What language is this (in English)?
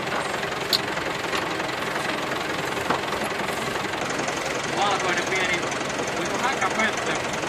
Finnish